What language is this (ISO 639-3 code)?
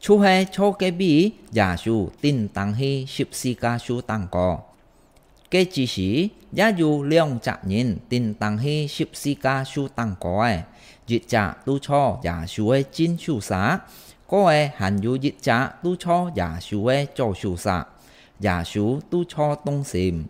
hak